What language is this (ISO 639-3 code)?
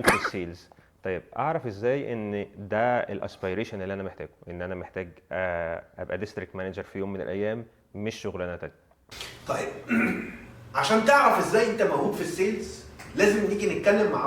arz